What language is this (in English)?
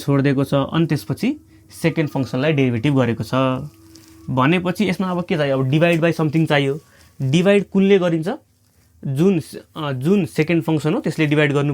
Nepali